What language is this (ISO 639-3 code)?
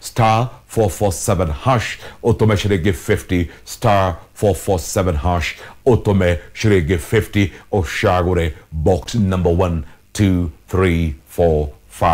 kik